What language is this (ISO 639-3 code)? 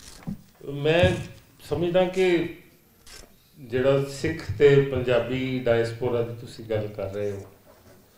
pan